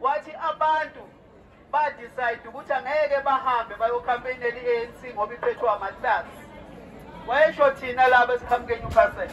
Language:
Zulu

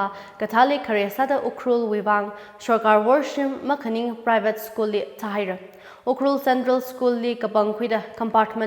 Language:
Tangkhul Naga (India)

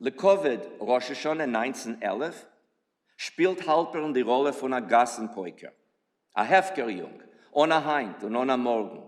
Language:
Yiddish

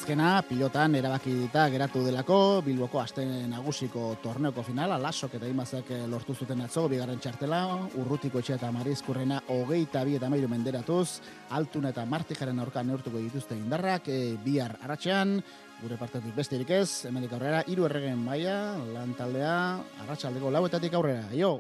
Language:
Basque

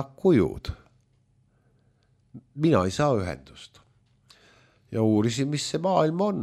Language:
Estonian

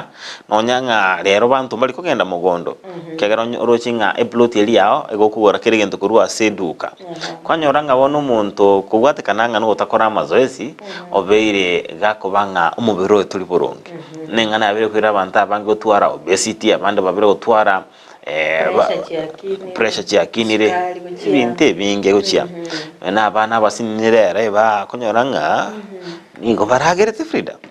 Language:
Gusii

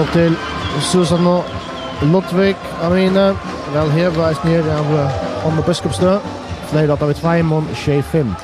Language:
Faroese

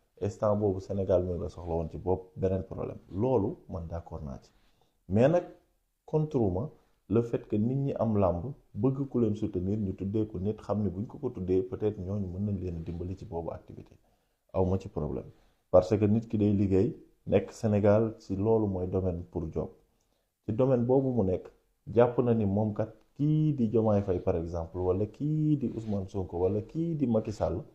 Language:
Wolof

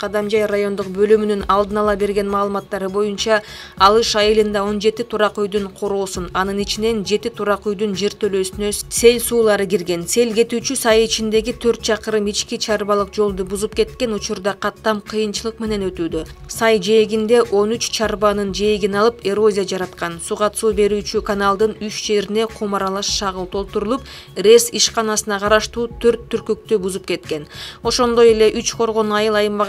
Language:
Kyrgyz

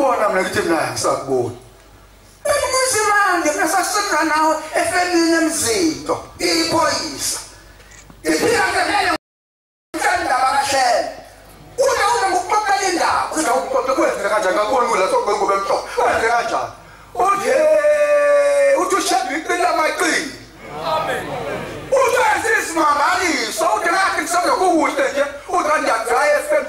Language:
Zulu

